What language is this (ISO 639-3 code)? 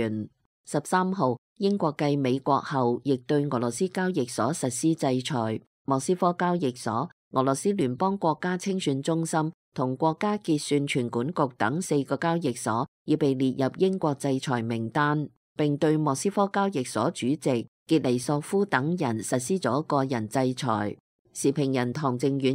yue